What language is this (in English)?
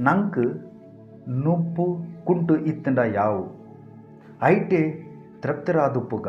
Tulu